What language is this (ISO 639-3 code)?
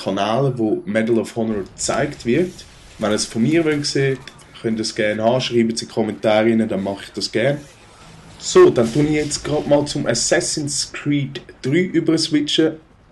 gsw